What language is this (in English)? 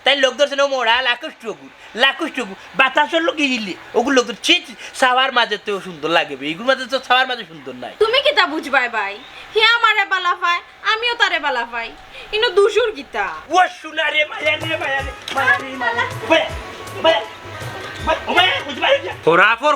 Sylheti